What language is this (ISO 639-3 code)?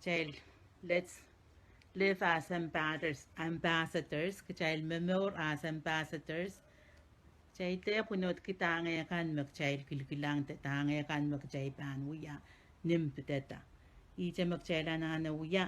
pon